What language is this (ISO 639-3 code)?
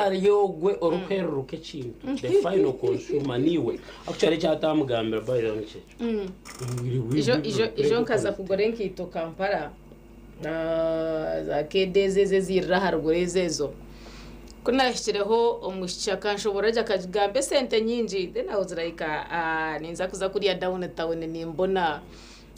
nyn